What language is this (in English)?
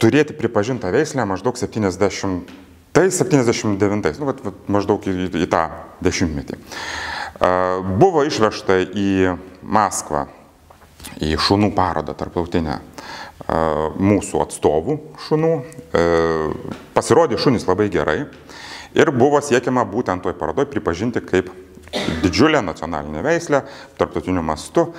Lithuanian